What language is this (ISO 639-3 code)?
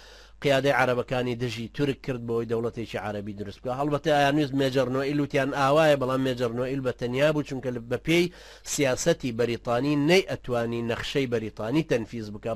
ckb